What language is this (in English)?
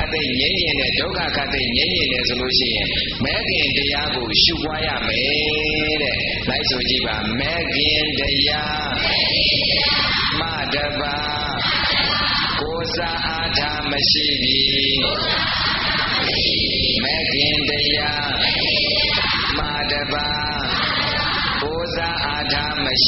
Burmese